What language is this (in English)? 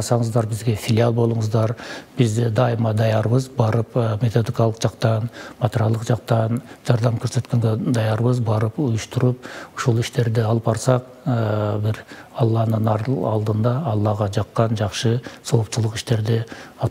Kyrgyz